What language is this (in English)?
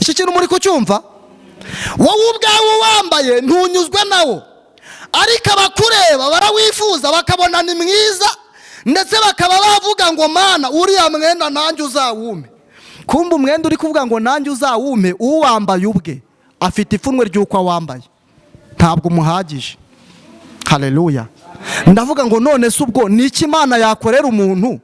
Kinyarwanda